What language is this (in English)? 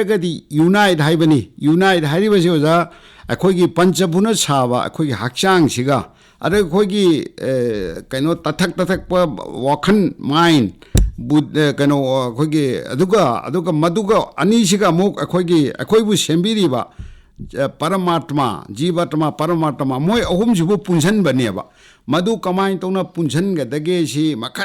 Manipuri